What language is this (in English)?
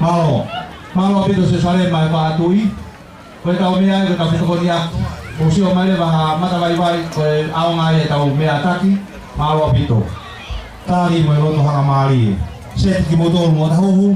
Tongan